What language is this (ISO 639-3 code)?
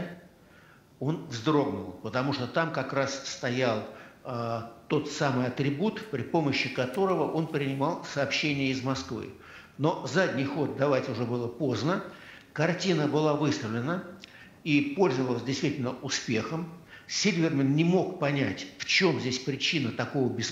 rus